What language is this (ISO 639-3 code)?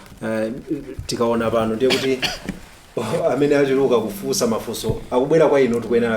nya